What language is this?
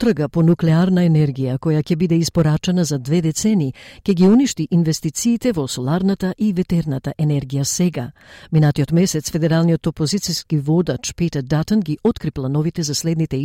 Macedonian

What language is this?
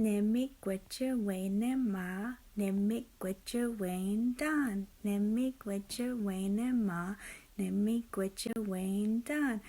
Ojibwa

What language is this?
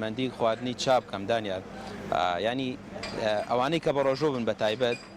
Central Kurdish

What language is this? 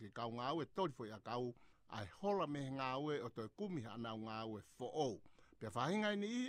Tongan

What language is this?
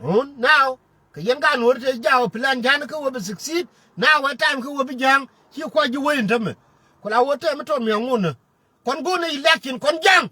Nuer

